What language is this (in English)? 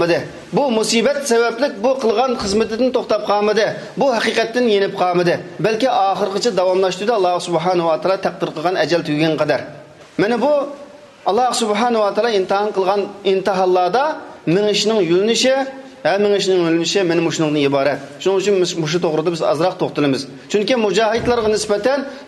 Uyghur